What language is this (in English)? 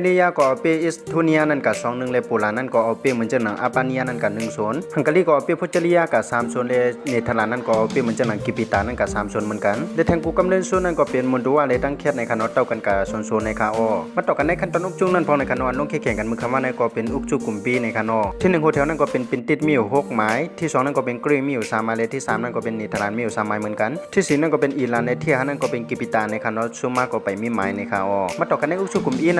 Shan